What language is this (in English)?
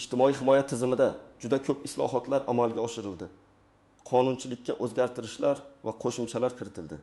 Uzbek